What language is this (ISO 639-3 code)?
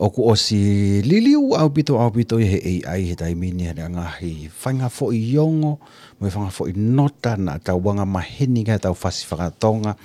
ton